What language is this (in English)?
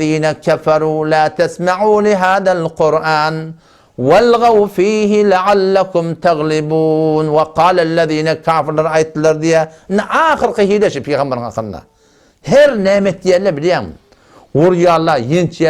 Turkmen